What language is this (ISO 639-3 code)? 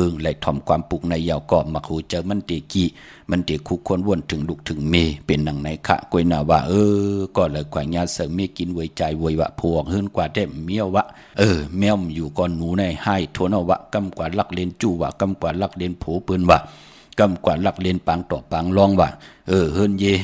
shn